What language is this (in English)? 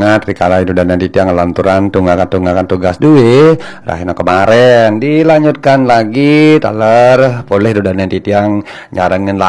Balinese